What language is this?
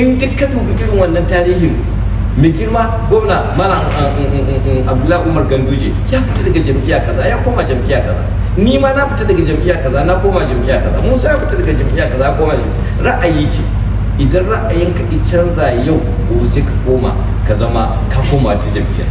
Hausa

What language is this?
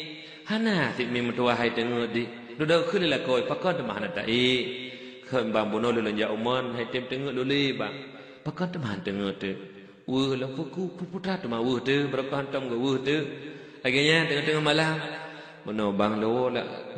Achinese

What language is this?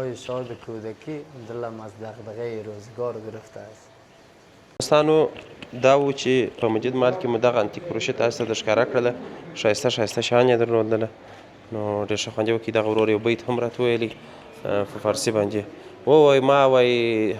Pashto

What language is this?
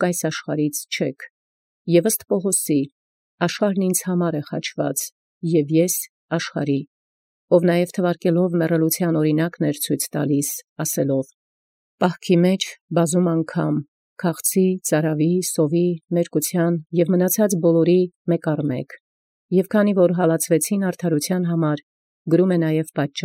Armenian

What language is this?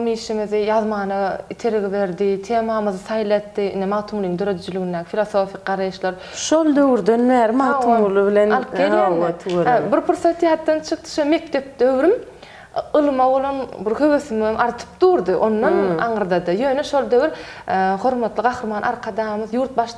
Turkmen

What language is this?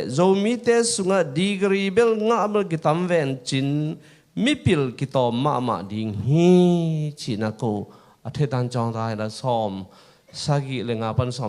Tedim Chin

